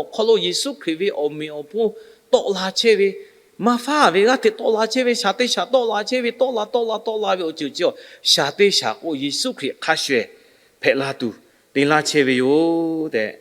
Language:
Lahu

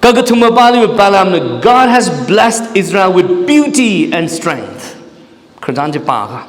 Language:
Tangkhul Naga (India)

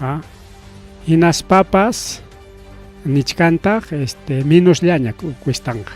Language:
Ayacucho Quechua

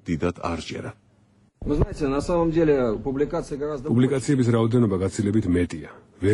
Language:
Georgian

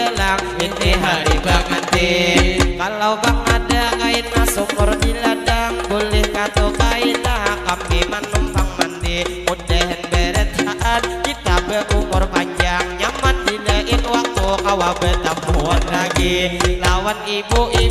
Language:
Banjar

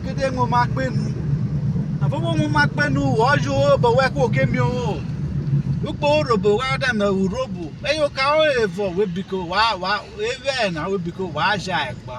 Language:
Urhobo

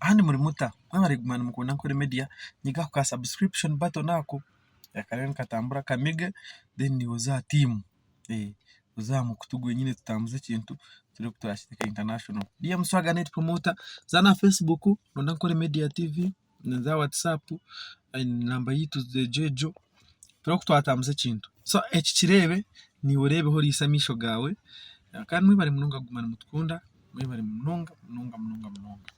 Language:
Nyankole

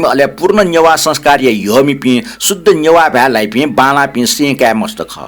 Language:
Newari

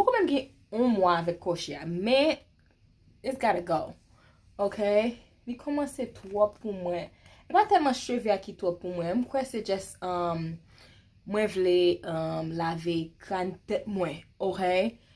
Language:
Haitian Creole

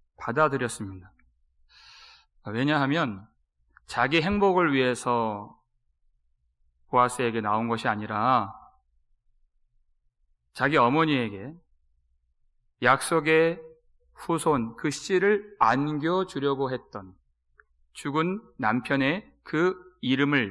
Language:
Korean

